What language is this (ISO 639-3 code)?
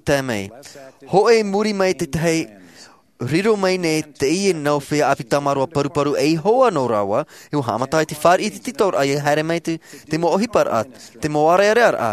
tah